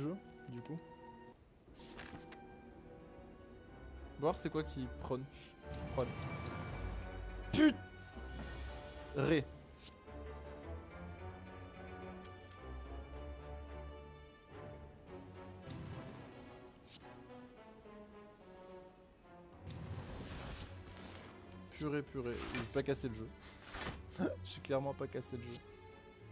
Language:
French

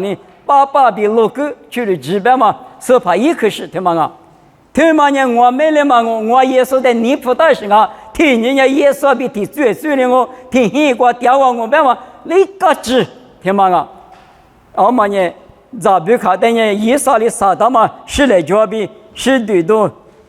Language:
Lisu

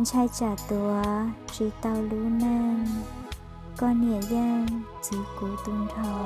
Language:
Hmong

